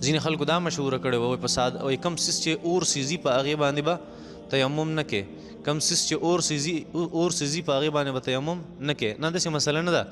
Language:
Pashto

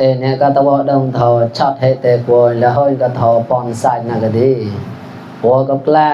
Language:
Mon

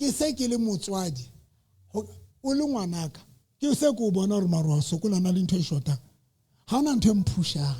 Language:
Southern Sotho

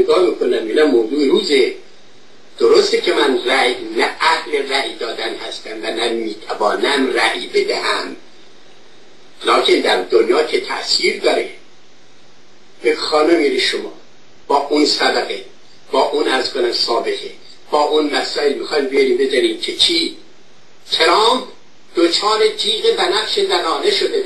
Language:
Persian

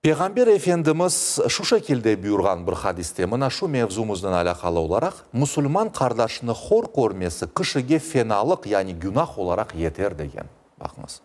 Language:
Crimean Tatar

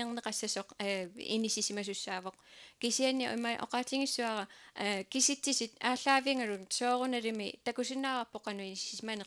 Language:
Kalaallisut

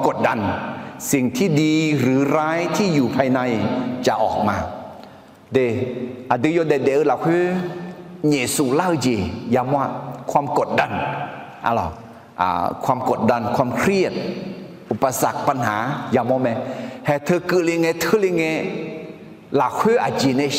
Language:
Akha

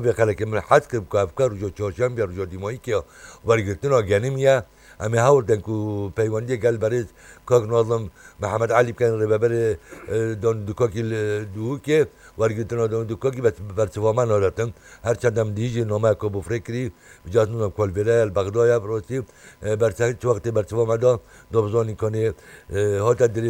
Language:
Kurdish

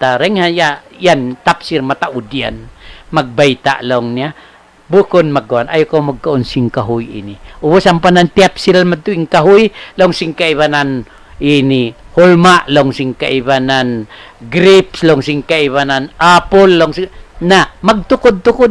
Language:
Tausug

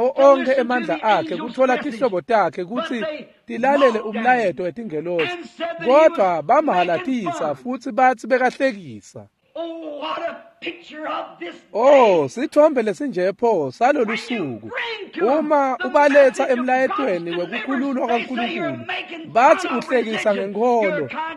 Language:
Swati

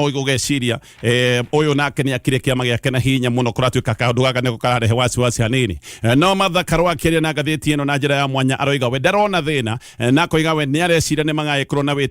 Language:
Kikuyu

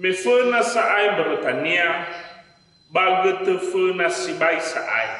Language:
Nias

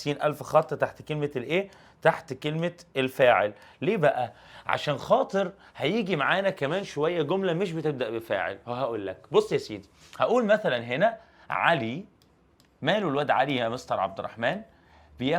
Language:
Egyptian Arabic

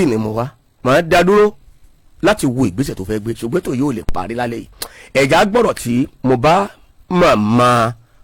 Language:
Yoruba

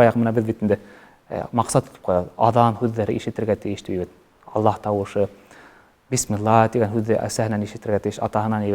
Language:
Bashkir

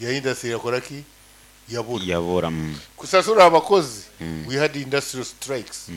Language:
Nyankole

